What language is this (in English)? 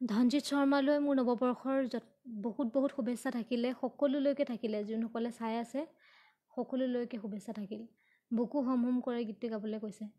Assamese